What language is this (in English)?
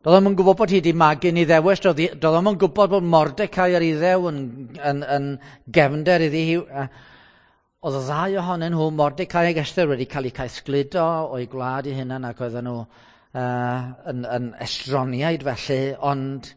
Welsh